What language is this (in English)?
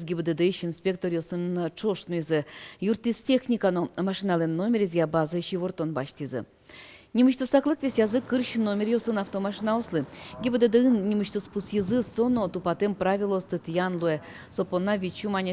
Udmurt